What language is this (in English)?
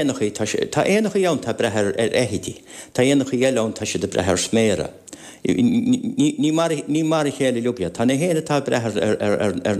Irish